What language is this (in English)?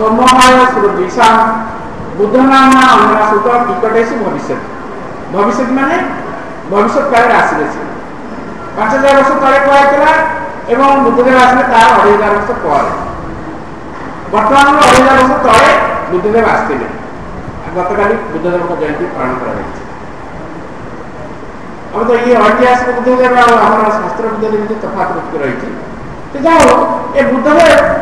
Odia